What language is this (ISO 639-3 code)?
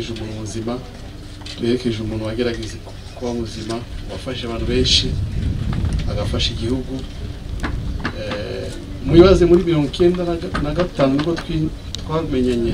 kin